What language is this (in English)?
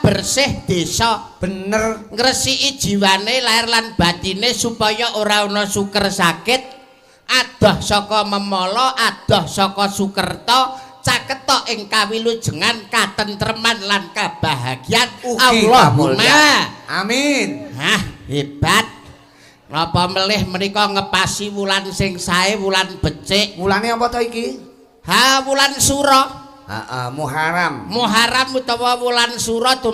Javanese